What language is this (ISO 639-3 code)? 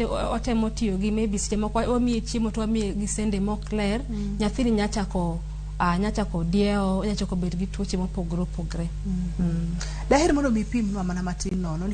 luo